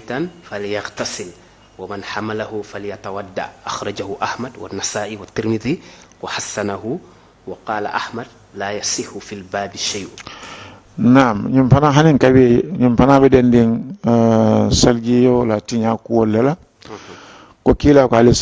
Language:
Mandingo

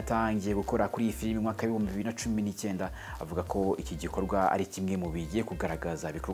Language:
Kinyarwanda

